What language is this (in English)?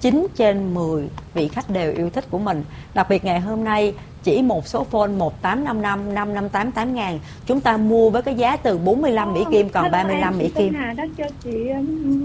Vietnamese